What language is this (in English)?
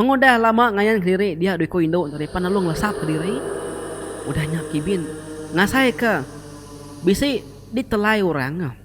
Iban